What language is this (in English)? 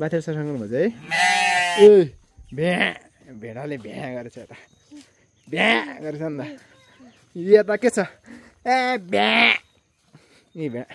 Nepali